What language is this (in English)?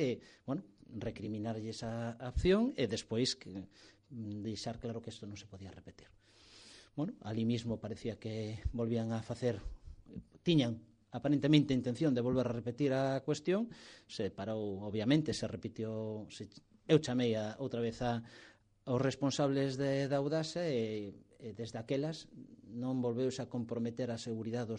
Galician